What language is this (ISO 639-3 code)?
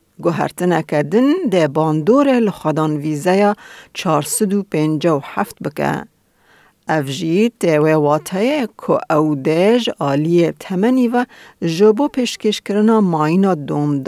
kur